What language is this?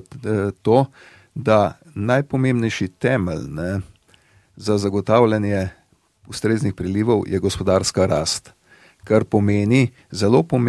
Slovenian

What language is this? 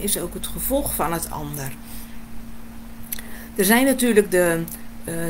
Dutch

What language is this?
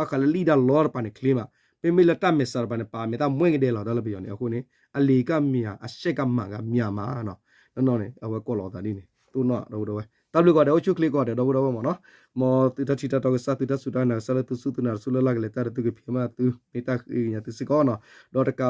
S'gaw Karen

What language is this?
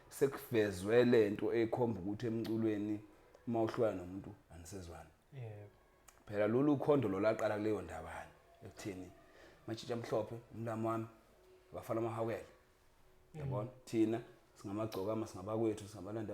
Zulu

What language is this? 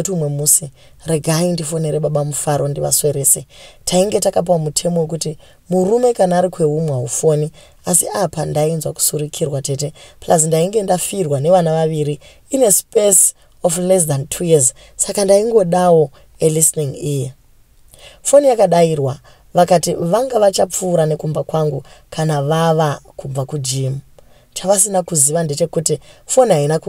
Shona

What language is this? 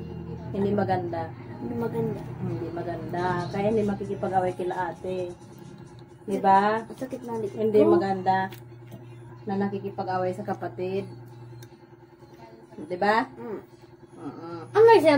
Filipino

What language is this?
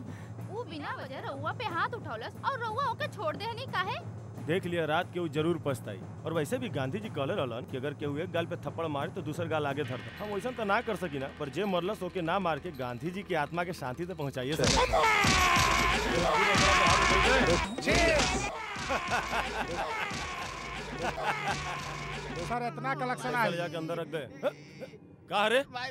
Bhojpuri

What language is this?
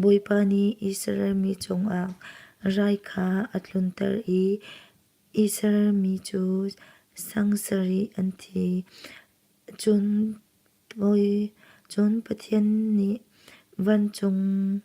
Hakha Chin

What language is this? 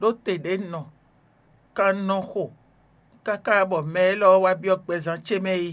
Fon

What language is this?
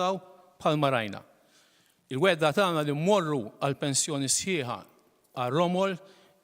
Maltese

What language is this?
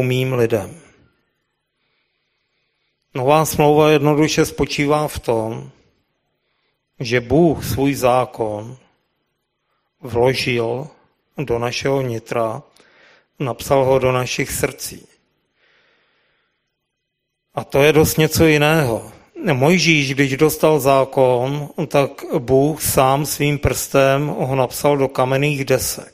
Czech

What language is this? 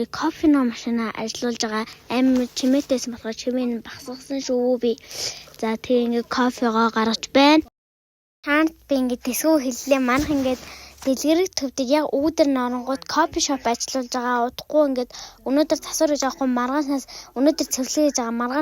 Mongolian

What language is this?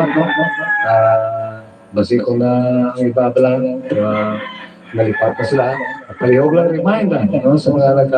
Hiligaynon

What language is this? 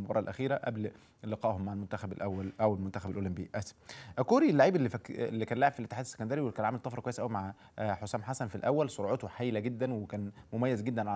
Egyptian Arabic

